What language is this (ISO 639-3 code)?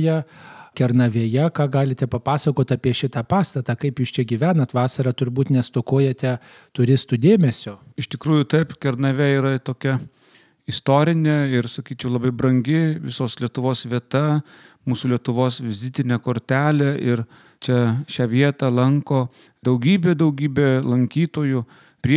lit